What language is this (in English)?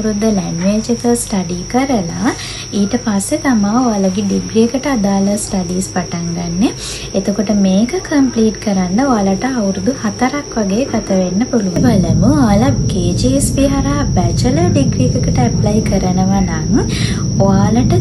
Sinhala